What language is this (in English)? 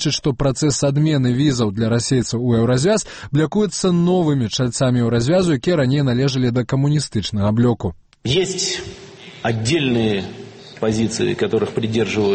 Belarusian